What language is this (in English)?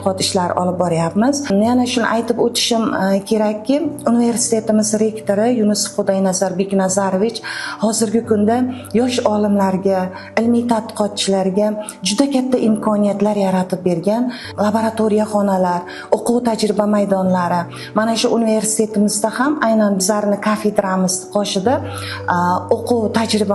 Uzbek